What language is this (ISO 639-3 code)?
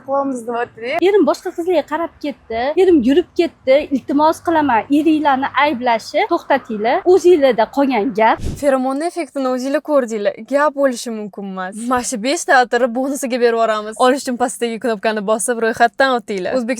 uzb